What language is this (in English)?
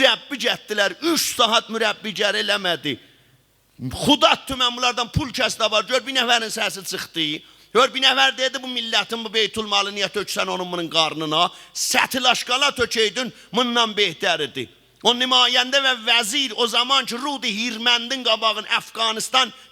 South Azerbaijani